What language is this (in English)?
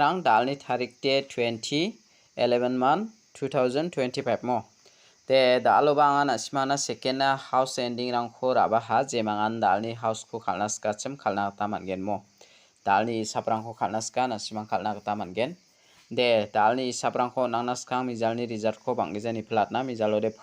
Garo